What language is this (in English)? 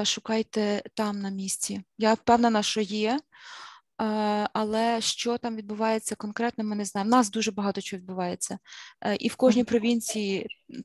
Ukrainian